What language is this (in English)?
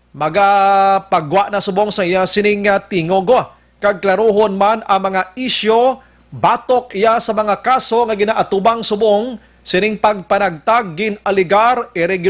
Hiligaynon